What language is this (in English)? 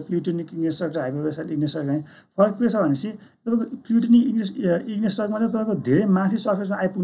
Nepali